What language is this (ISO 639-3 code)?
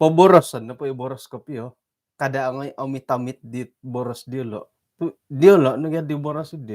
dtp